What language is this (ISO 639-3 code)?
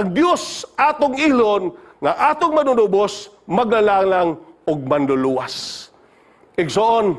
ceb